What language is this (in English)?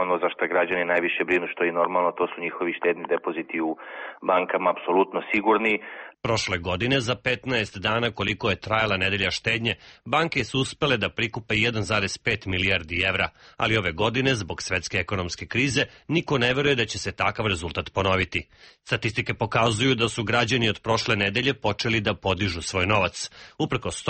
Serbian